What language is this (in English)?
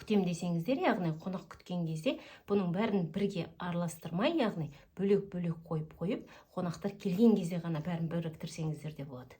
Kazakh